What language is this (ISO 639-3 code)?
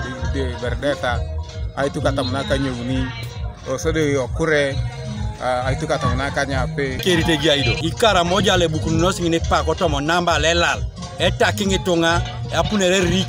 teo